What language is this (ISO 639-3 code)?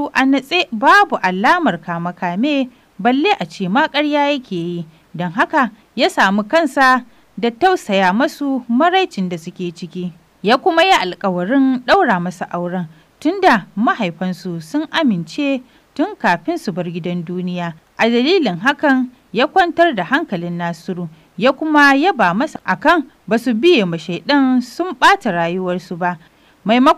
hau